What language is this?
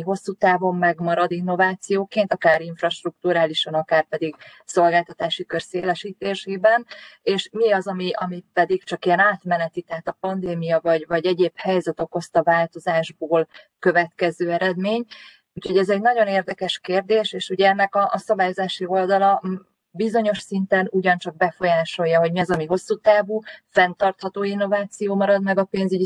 Hungarian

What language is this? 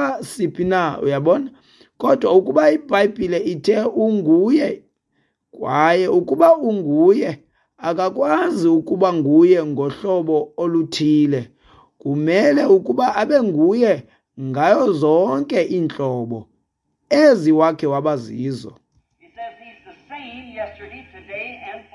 Xhosa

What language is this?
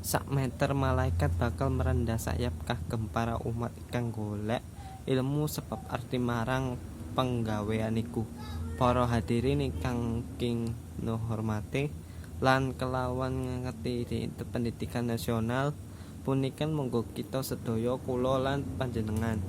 Javanese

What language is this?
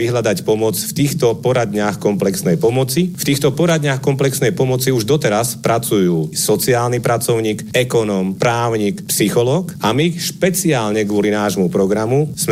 Slovak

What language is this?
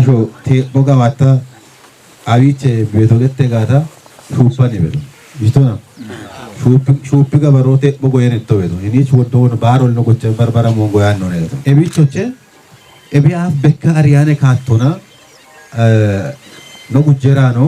Kafa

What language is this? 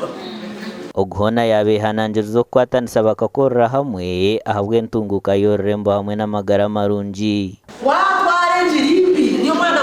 Nyankole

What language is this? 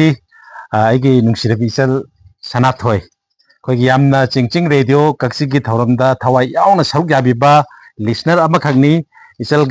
Manipuri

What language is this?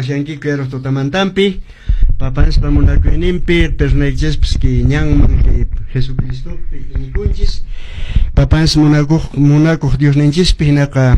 Quechua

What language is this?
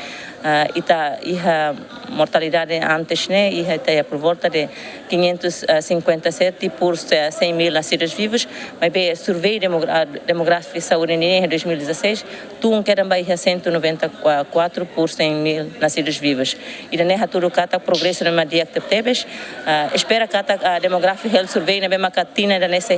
Tetum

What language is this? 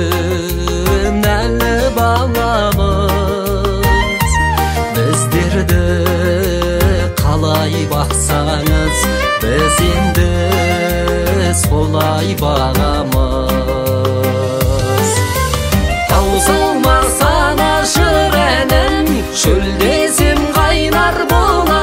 Kazakh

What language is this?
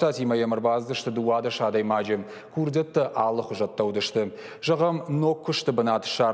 Ossetic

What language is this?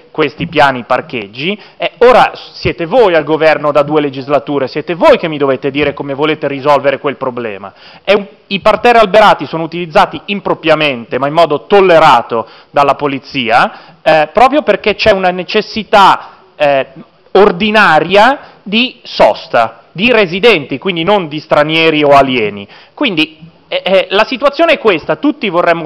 Italian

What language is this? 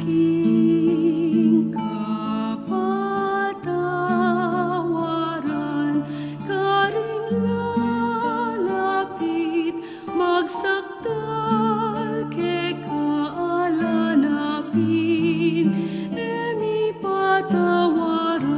Pampanga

